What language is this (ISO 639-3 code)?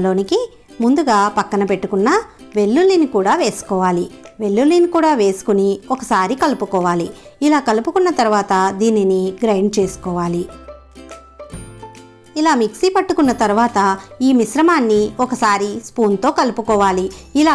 tel